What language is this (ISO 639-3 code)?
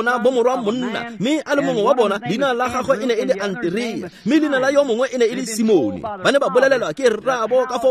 tsn